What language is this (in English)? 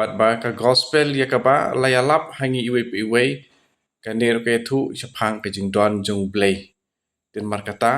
Khasi